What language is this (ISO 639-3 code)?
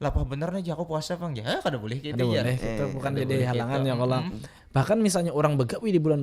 bjn